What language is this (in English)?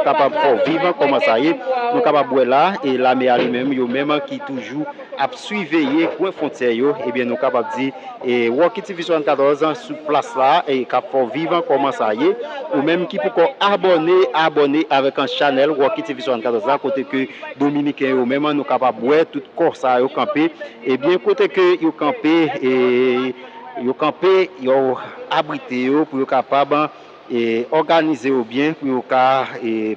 Haitian Creole